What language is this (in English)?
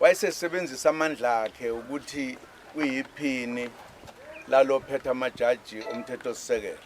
Zulu